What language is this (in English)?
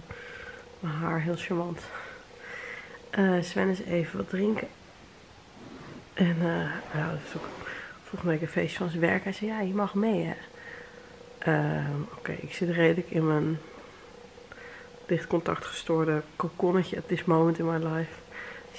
Dutch